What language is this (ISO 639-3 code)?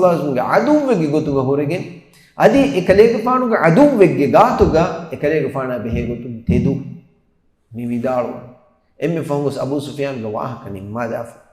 div